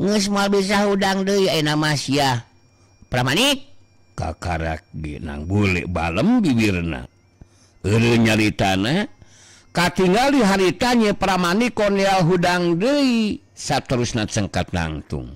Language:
Sundanese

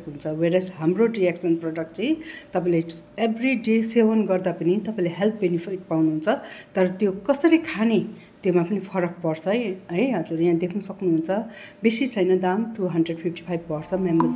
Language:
Nepali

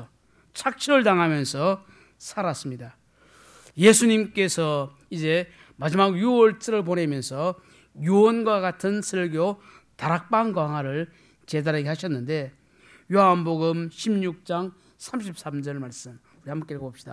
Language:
Korean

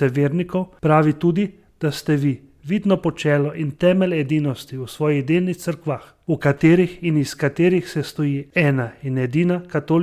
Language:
Slovenian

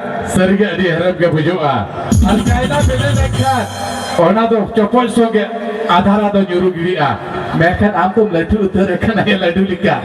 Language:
Santali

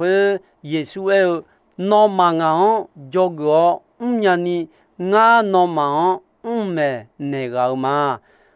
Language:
Akha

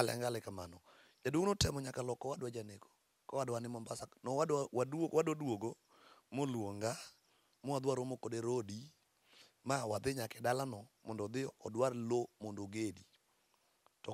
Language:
Luo (Kenya and Tanzania)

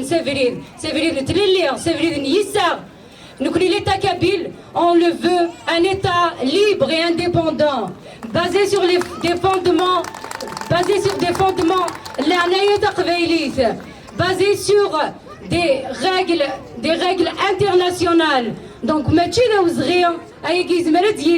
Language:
Kabyle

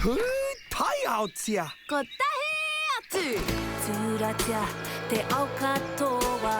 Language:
Māori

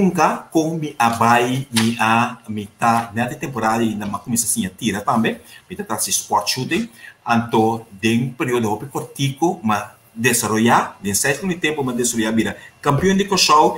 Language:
Papiamento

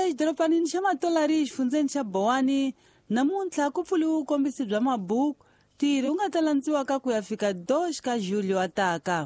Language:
Tsonga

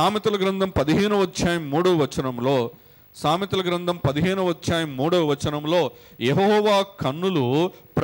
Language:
Telugu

